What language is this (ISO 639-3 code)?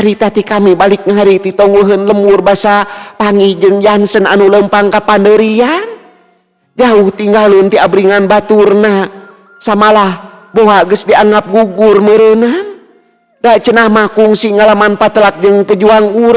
sun